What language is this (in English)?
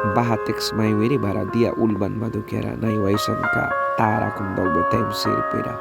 Mískito